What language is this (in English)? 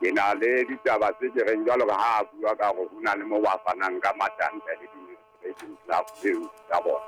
Southern Sotho